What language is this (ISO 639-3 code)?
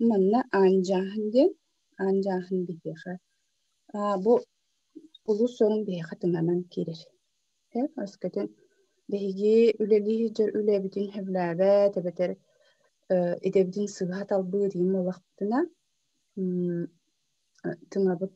sah